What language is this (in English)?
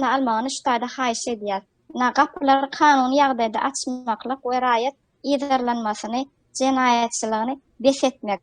Turkmen